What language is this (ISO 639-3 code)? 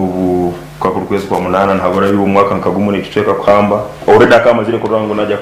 nyn